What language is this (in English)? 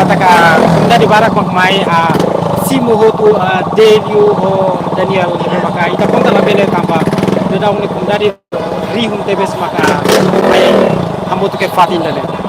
Tetum